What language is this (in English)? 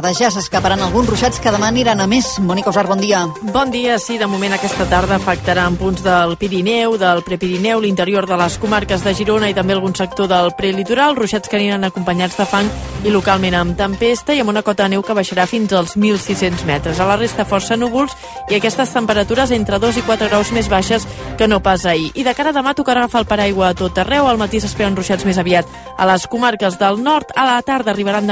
Catalan